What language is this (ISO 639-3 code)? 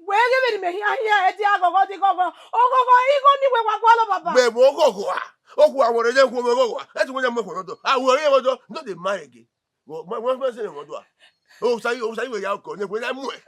bin